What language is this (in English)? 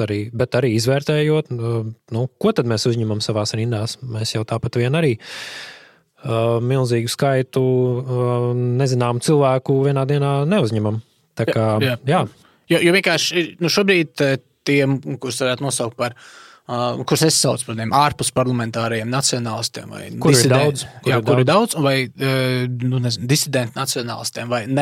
Latvian